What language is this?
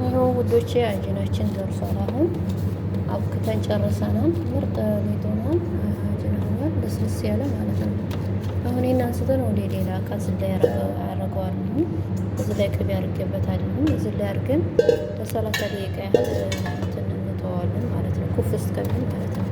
Amharic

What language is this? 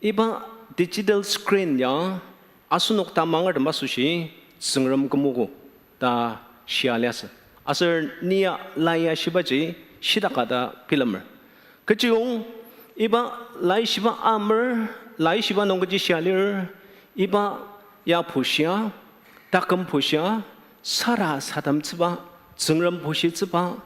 Ao Naga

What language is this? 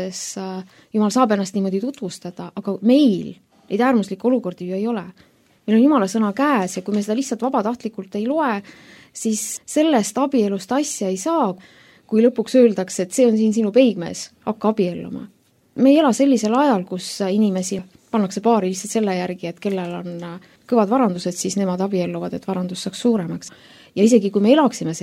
Estonian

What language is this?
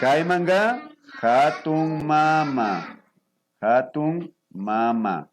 Imbabura Highland Quichua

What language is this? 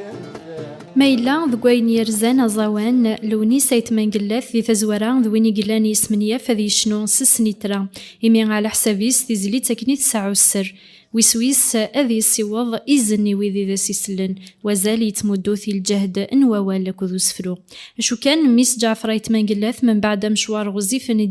Kabyle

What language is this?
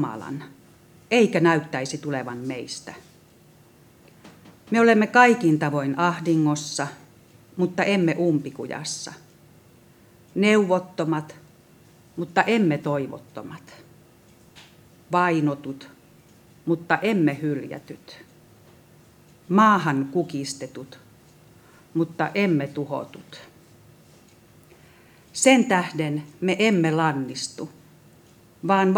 Finnish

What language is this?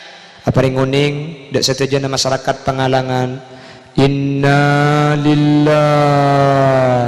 Madurese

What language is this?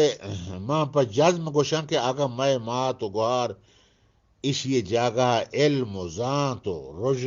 Eastern Balochi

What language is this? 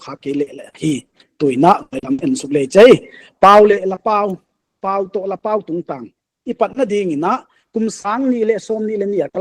Paite Chin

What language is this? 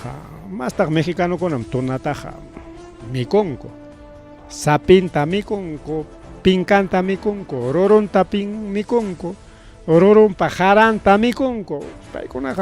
Ayacucho Quechua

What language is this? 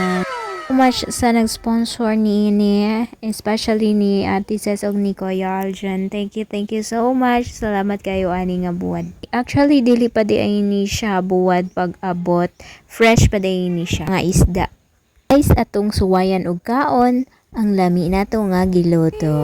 Cebuano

